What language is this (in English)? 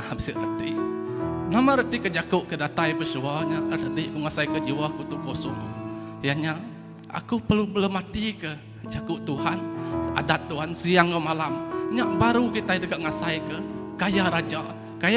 Iban